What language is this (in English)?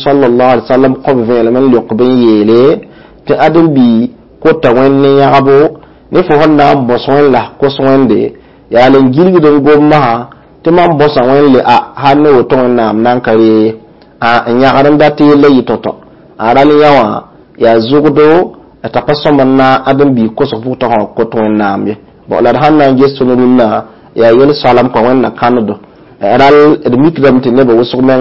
Mossi